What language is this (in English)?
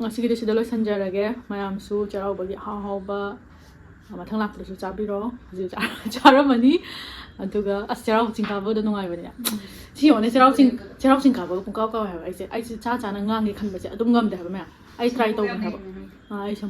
Manipuri